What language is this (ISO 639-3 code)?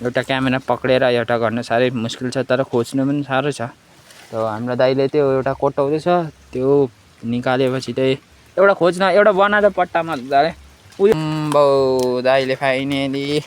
nep